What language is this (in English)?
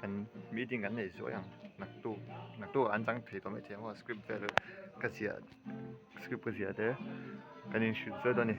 Mizo